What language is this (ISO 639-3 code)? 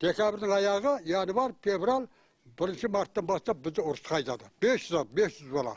kaz